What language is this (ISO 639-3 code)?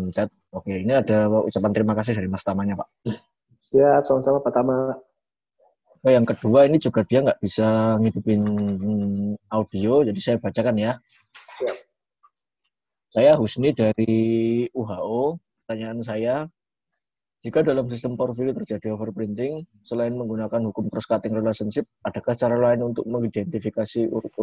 ind